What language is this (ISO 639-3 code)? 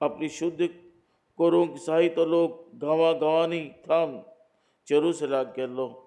kok